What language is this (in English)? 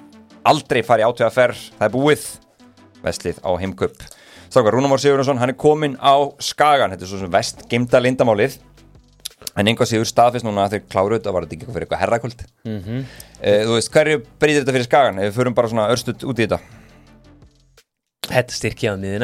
Icelandic